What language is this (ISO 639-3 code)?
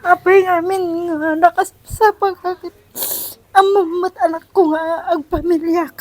ilo